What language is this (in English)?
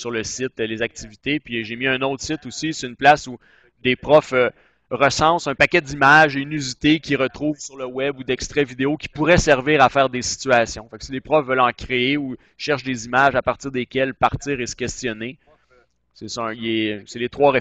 French